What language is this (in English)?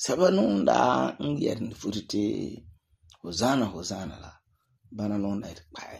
Frafra